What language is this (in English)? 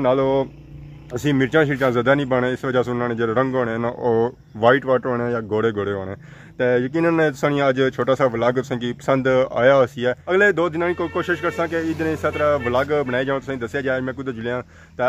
Pahari-Potwari